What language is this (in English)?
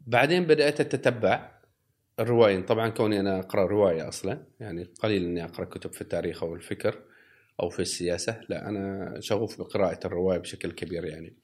Gulf Arabic